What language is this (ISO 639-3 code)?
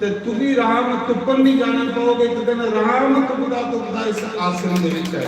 doi